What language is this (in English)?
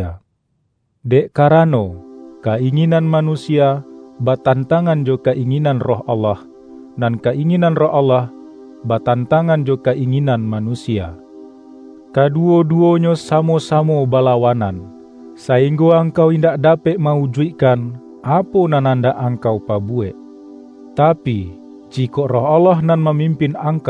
Minangkabau